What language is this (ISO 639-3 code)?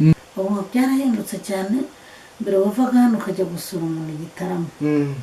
kin